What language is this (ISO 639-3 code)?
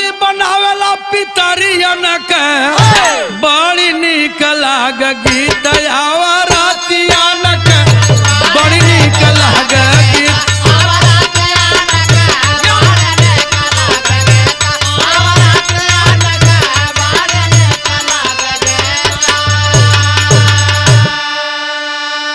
bho